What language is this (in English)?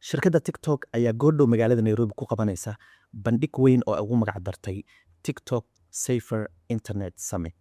Somali